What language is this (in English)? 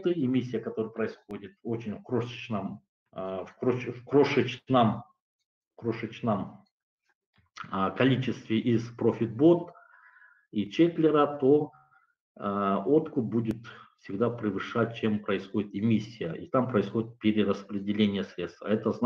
Russian